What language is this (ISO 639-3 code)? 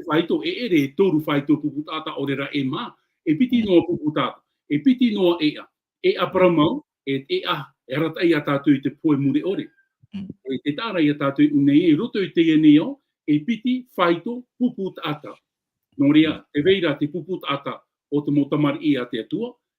tah